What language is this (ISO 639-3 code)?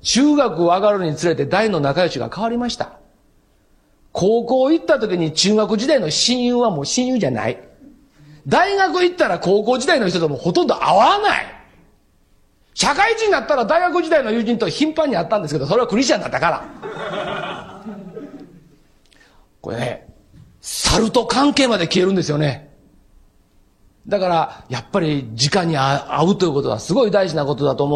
jpn